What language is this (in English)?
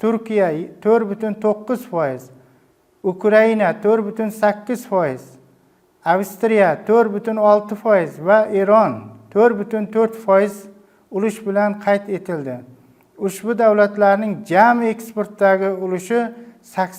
Uzbek